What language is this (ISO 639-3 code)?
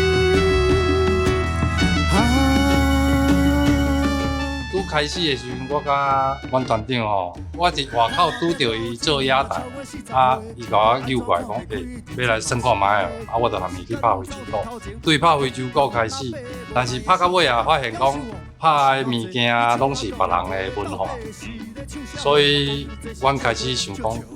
nan